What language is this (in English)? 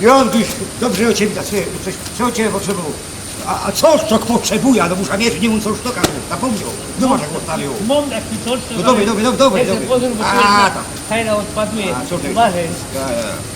Silesian